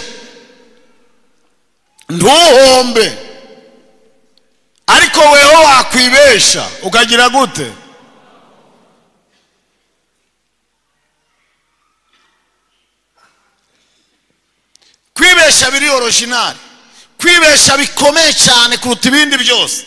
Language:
Kinyarwanda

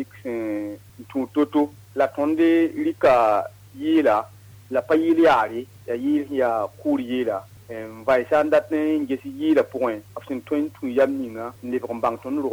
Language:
Mossi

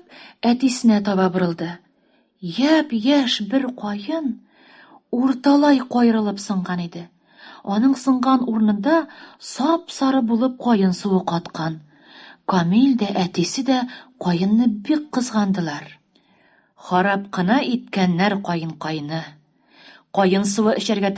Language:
Tatar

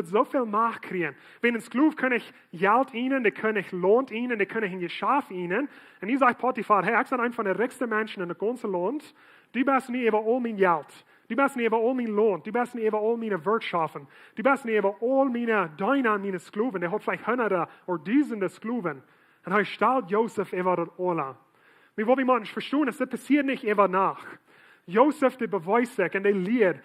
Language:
Plautdietsch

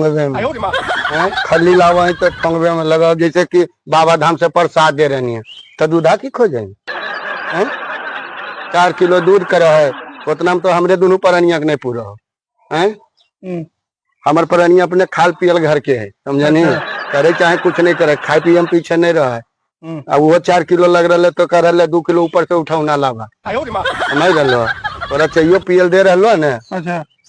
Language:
Magahi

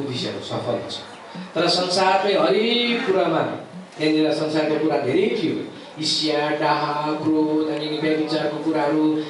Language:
Nepali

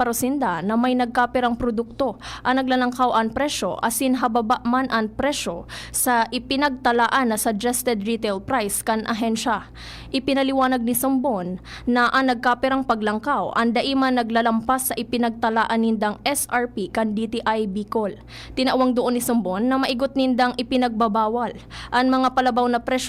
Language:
Bikol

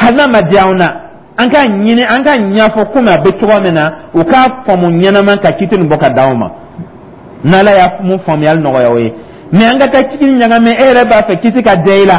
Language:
Dyula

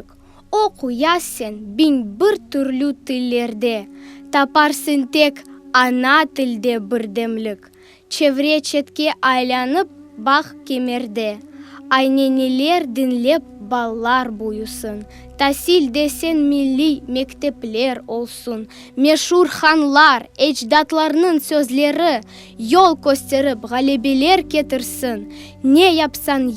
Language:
Crimean Tatar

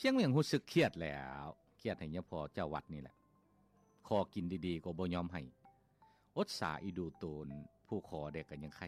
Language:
Lao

